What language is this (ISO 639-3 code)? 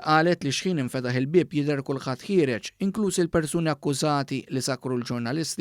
mlt